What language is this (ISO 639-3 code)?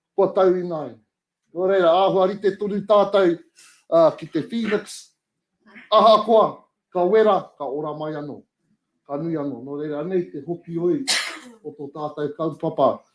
mri